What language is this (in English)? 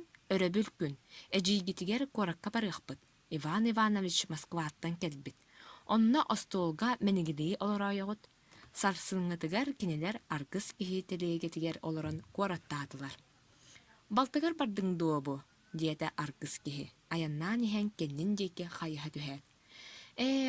Yakut